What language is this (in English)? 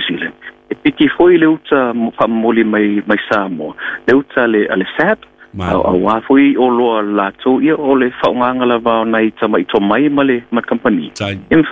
Samoan